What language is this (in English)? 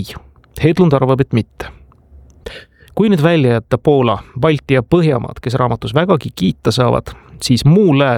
Estonian